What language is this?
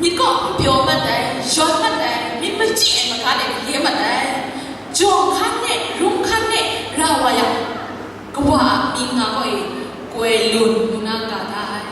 Kachin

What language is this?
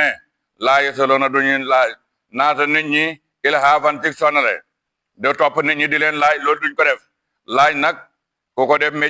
Wolof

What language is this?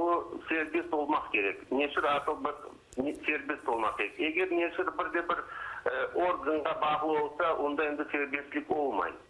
Crimean Tatar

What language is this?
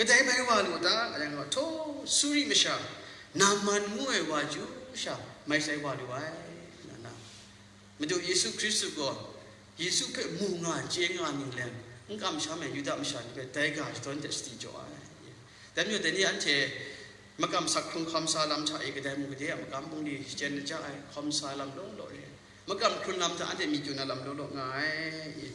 Kachin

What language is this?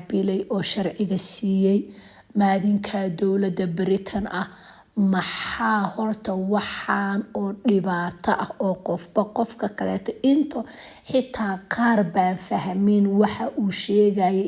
Somali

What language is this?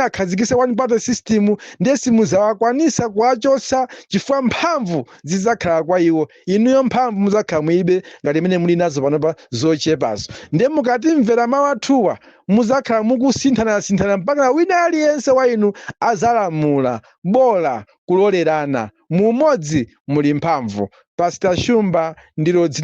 Nyanja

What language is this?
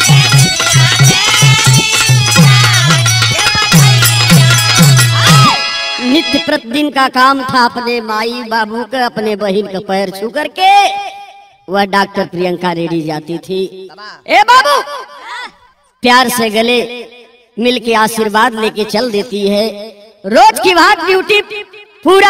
Bhojpuri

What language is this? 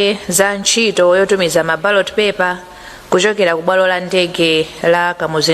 Nyanja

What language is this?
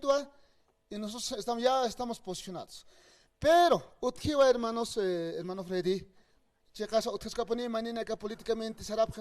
Aymara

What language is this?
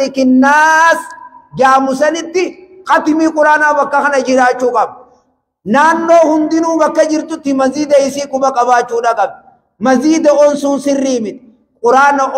Oromo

